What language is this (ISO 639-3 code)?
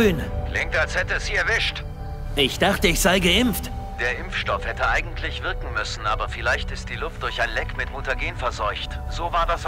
bar